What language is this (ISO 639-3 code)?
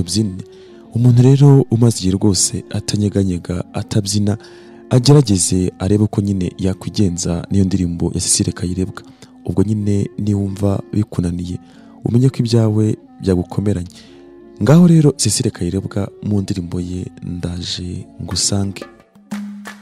kin